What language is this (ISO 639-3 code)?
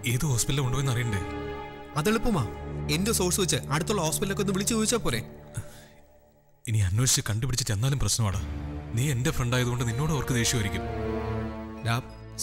mal